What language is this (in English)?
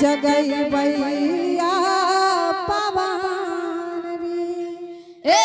Angika